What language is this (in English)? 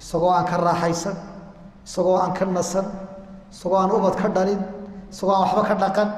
Somali